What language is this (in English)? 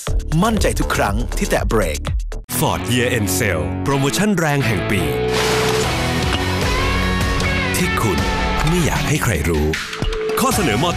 Thai